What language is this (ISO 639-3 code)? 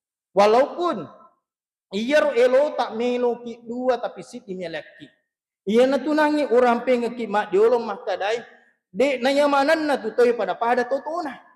bug